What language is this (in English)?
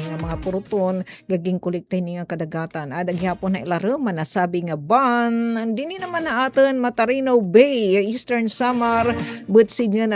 Waray